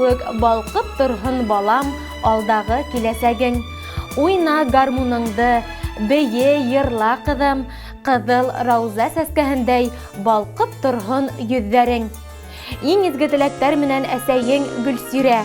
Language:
Bashkir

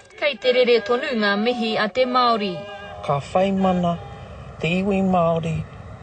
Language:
Māori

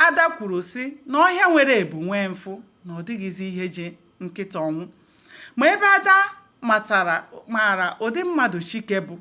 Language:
Igbo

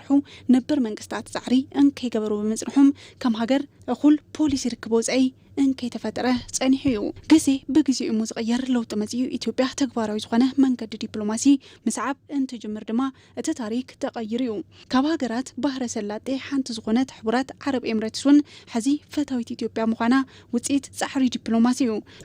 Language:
Tigrinya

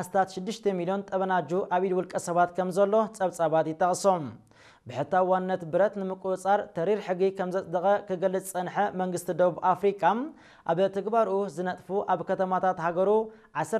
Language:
Tigrinya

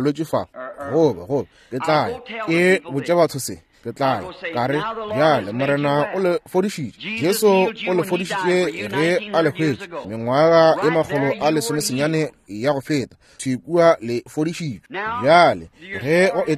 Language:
Northern Sotho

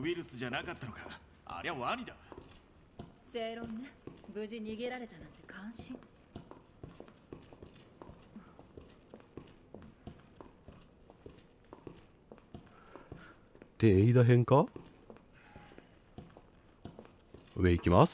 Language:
Japanese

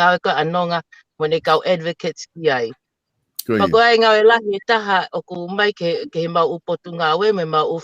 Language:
Tongan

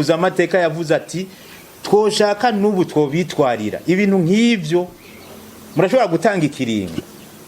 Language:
Rundi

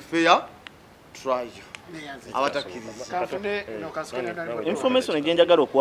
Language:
Ganda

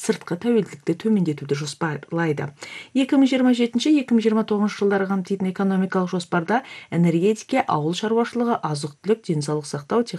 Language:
Kazakh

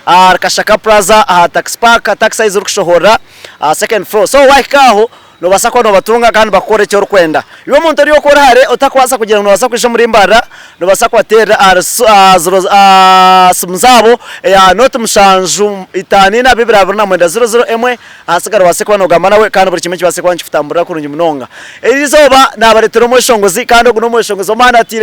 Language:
Nyankole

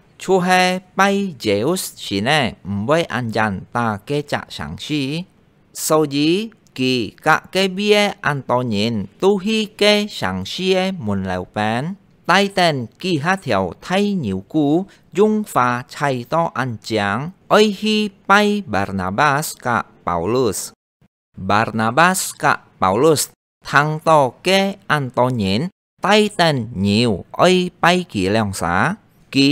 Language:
Hakka Chinese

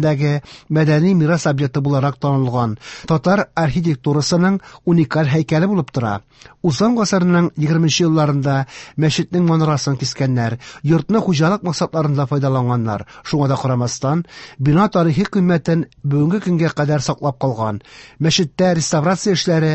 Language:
Tatar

